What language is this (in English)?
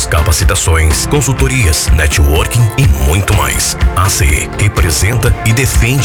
Portuguese